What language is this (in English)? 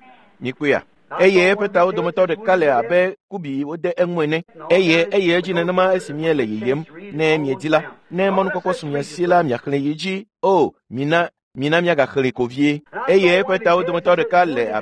Ewe